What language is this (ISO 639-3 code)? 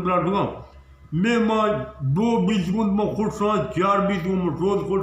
bgp